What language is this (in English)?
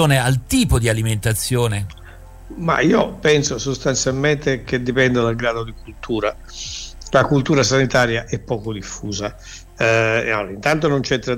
Italian